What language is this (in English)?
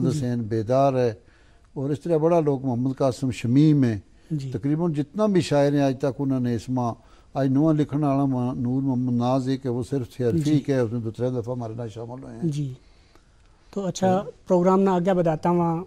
Gujari